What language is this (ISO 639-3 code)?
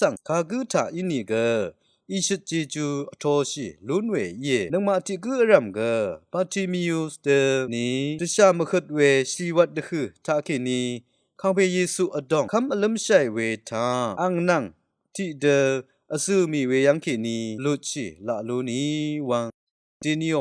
raw